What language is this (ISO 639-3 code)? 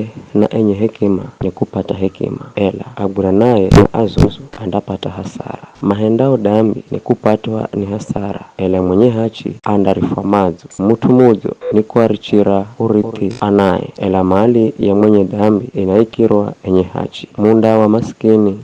nyf